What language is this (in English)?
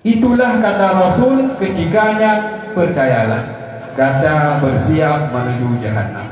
Achinese